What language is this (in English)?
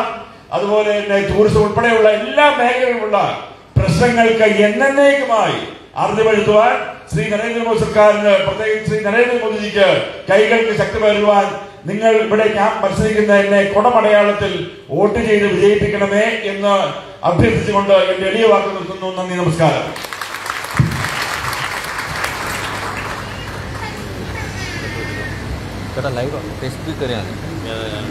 Malayalam